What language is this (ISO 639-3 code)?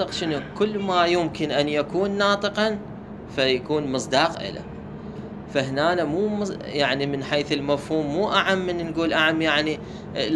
acm